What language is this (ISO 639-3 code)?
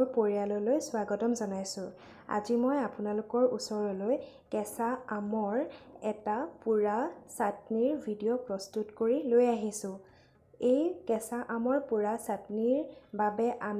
asm